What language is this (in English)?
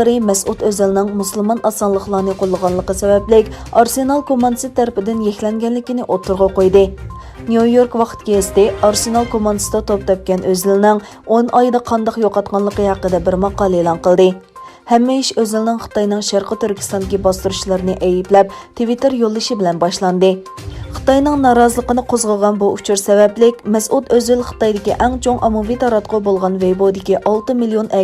Uyghur